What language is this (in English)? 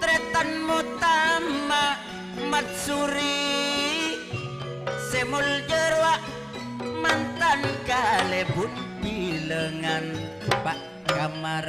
Madurese